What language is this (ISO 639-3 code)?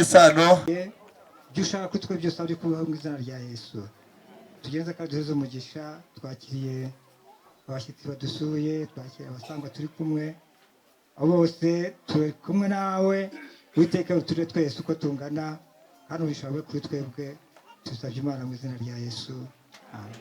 kin